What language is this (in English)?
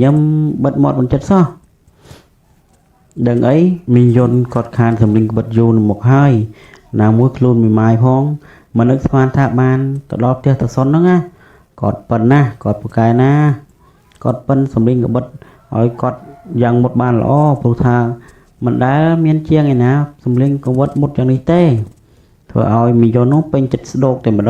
Khmer